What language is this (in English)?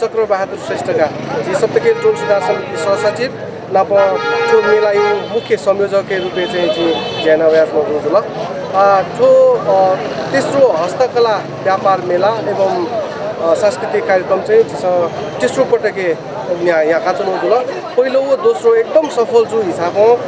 Newari